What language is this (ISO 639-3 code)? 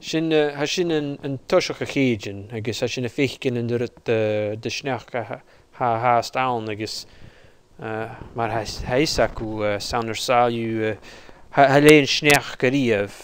gla